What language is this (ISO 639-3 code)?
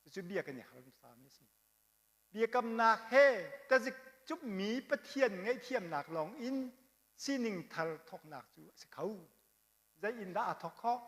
cnh